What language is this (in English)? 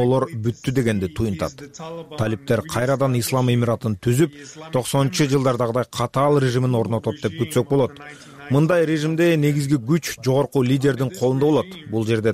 Kyrgyz